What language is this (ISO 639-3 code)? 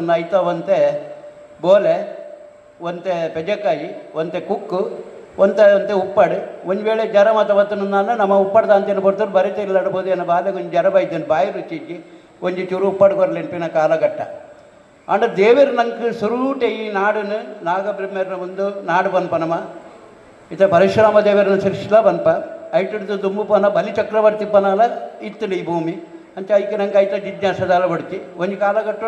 tcy